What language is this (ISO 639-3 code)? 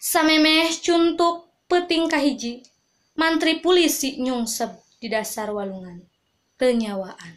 sun